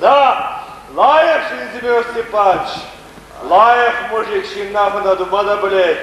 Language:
Chuvash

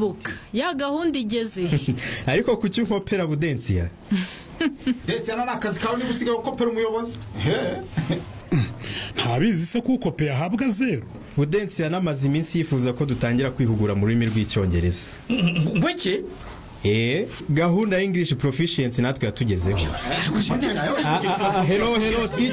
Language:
Kinyarwanda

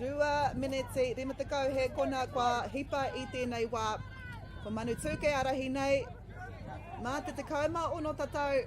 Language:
Māori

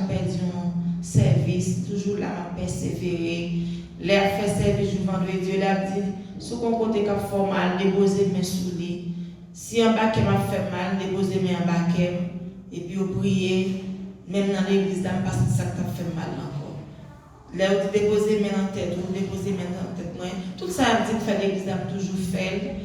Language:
Haitian Creole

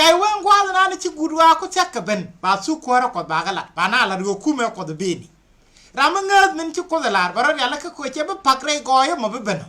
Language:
Nuer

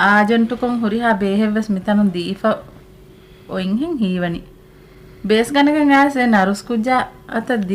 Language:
Divehi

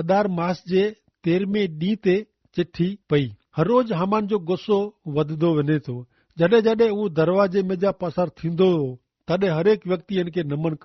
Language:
Kachhi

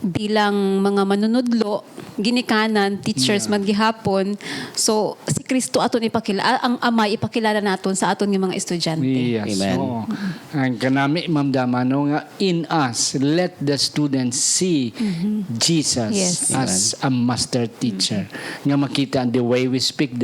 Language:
Hiligaynon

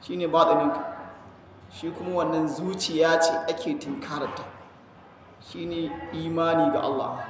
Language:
Hausa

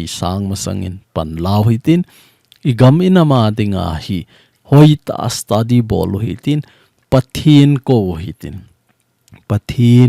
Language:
Thado Chin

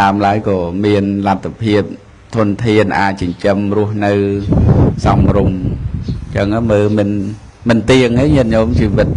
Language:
Khmer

